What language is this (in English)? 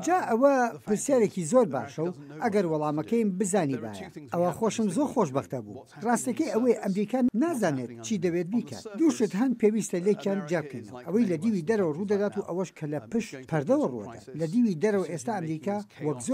Central Kurdish